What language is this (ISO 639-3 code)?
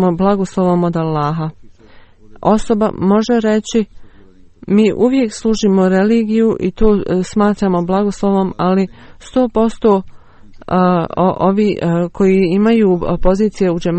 bos